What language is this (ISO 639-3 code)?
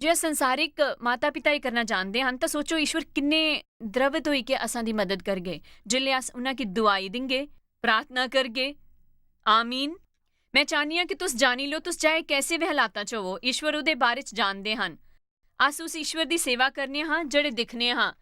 doi